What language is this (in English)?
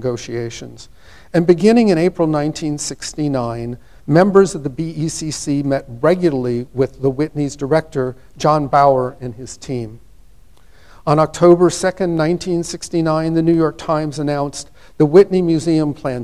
English